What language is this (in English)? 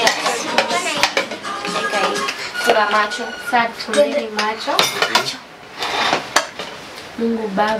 Swahili